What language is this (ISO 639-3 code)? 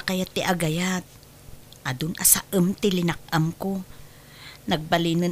ilo